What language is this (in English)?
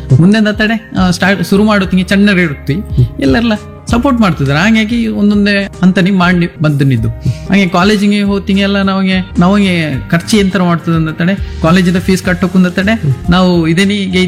Kannada